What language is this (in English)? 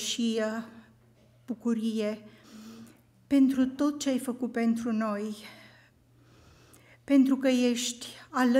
Romanian